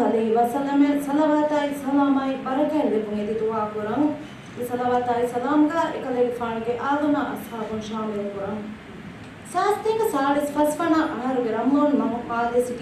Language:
Divehi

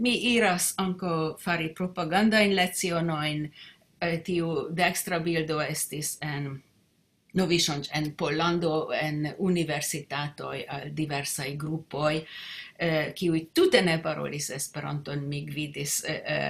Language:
Esperanto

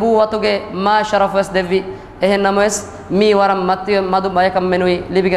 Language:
Divehi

